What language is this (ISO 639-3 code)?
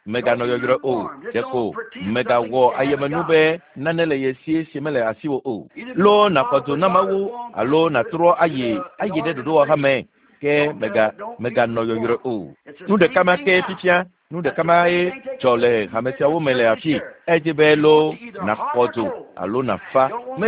ewe